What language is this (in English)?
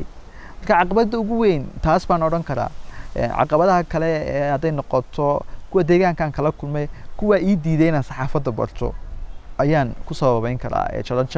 Somali